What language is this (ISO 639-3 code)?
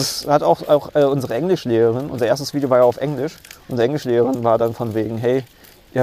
deu